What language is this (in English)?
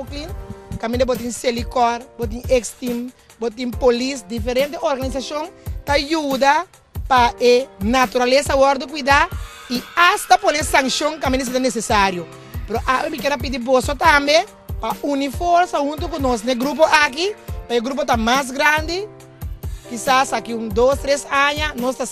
Papiamento